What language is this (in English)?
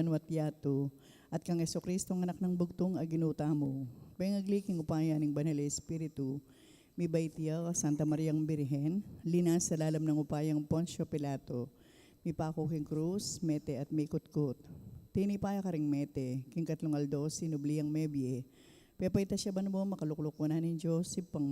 Pampanga